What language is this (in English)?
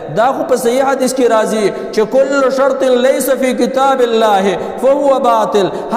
Pashto